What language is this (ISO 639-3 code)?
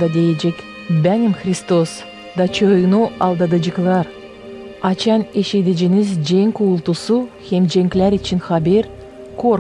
gag